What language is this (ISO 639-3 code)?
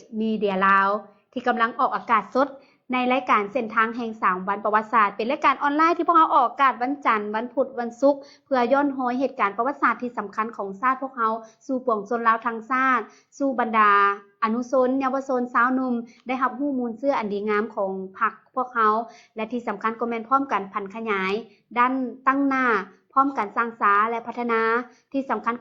lao